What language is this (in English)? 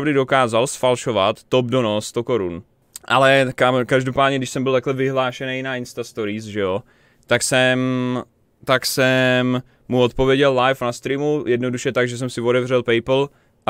Czech